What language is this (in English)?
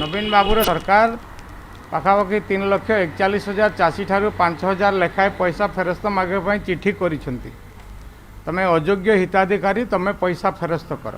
Odia